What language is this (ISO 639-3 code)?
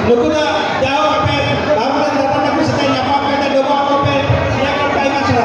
sat